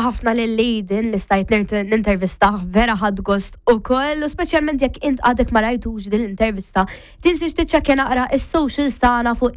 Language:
Maltese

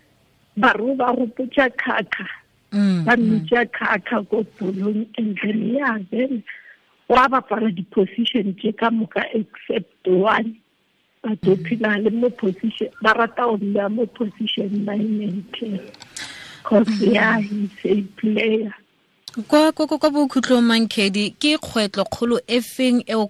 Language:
Tswana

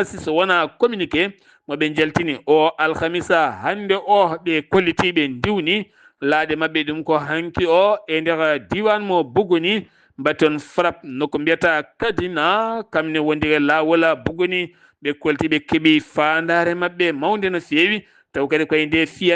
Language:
Fula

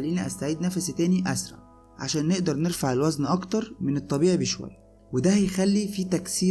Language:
Egyptian Arabic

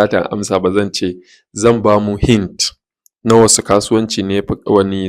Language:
Hausa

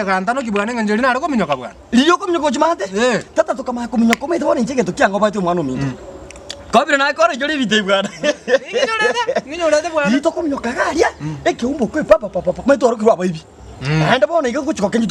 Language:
Gusii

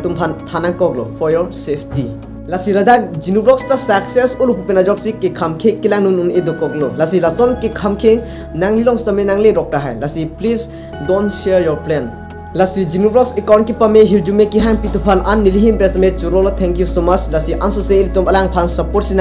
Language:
Karbi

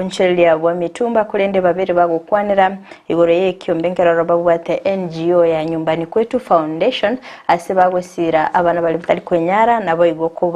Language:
Gusii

